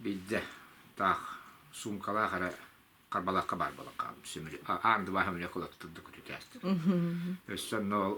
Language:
Yakut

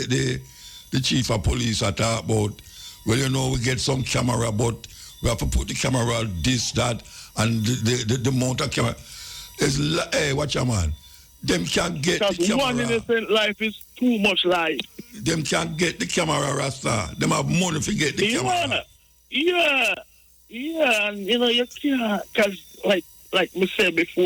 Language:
Jamaican Creole English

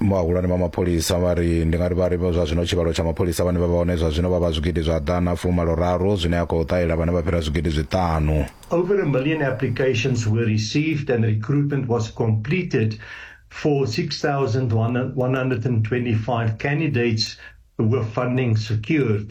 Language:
Venda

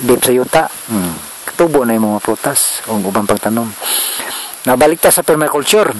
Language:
Cebuano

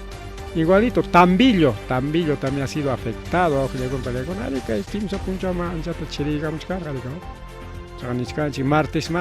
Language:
Ayacucho Quechua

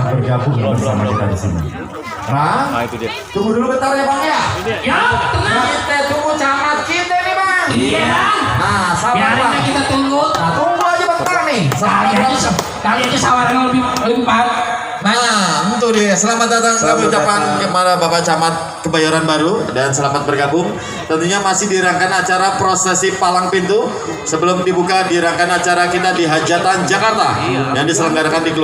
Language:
Betawi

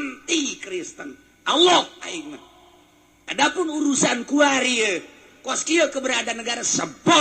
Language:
Sundanese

